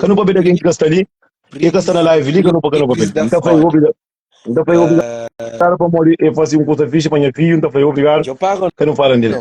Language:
Kabuverdianu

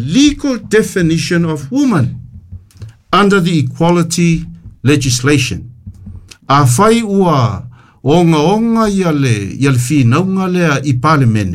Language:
Samoan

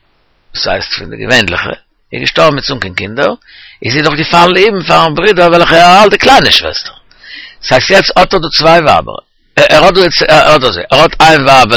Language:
Yiddish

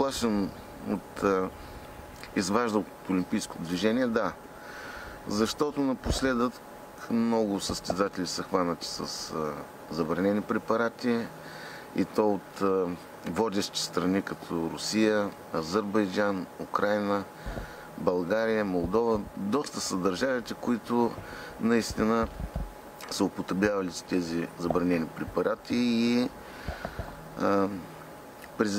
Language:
Bulgarian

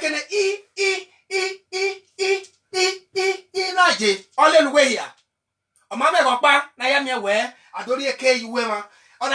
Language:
Bini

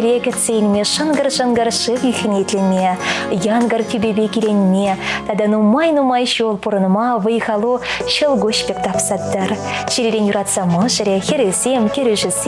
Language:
Chuvash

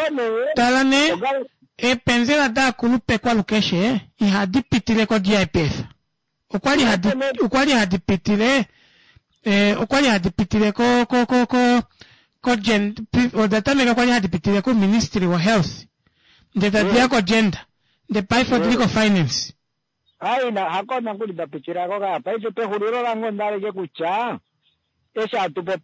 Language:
Kuanyama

